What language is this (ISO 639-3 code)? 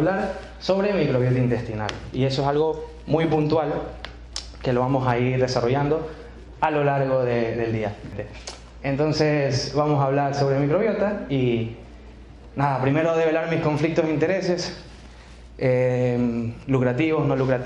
spa